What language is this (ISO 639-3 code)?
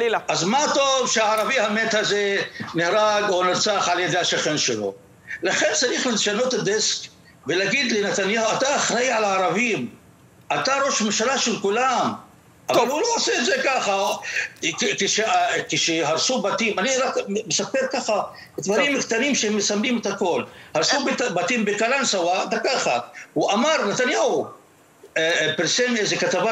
heb